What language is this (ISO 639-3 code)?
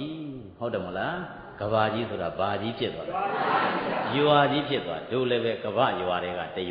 mya